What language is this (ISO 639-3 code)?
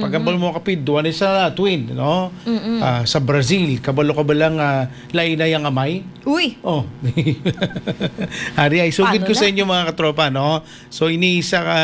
hil